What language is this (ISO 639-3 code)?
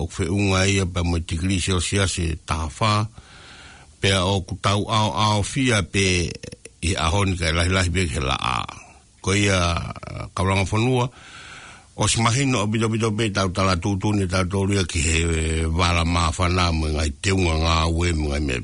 ton